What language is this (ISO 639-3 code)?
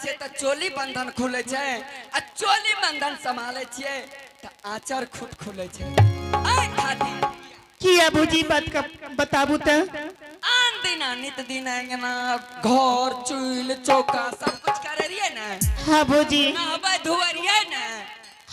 anp